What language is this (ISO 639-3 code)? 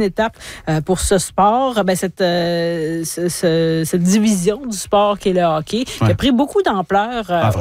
fra